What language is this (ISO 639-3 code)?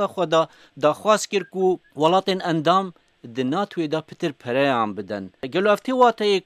kur